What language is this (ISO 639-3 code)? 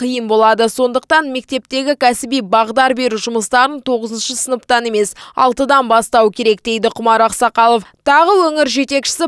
kaz